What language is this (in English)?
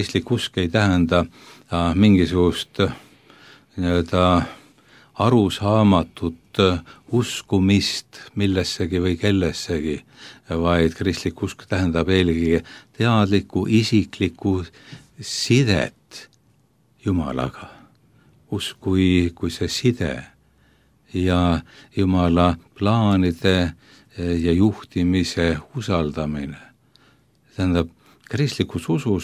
Estonian